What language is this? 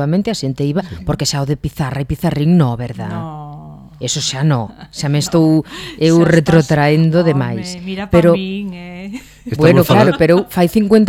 Galician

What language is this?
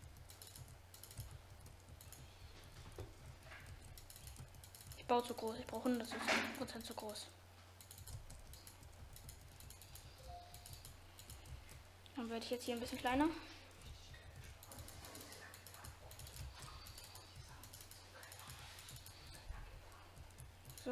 German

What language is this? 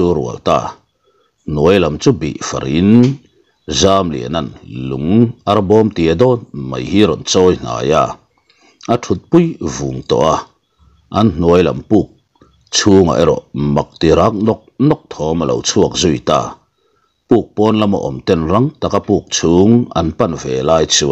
Mizo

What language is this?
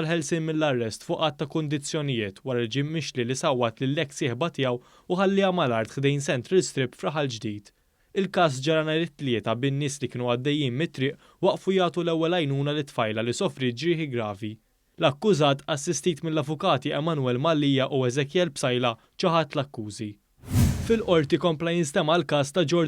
Maltese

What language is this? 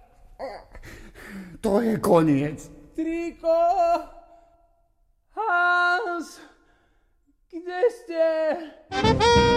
Slovak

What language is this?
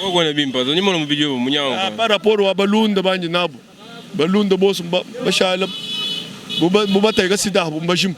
Luba-Lulua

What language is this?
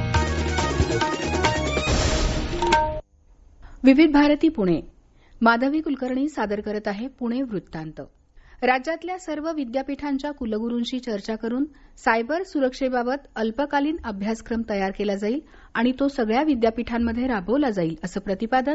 Marathi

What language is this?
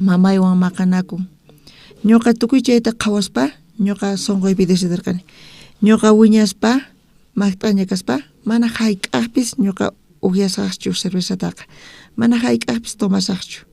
South Bolivian Quechua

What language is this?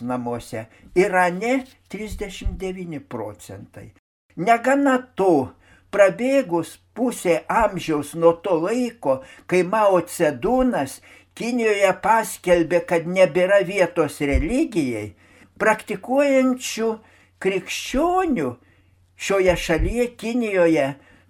Lithuanian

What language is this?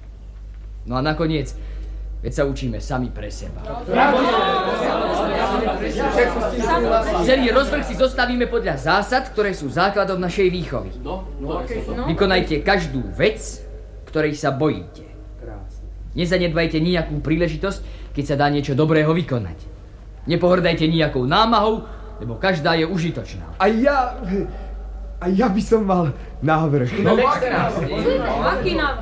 Slovak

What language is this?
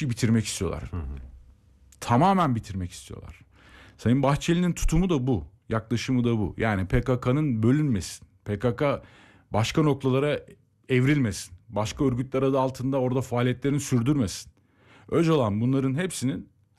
Turkish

